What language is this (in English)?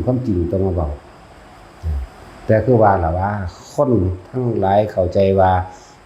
Lao